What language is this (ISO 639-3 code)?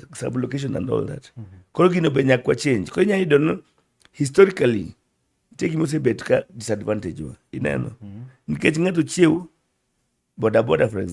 luo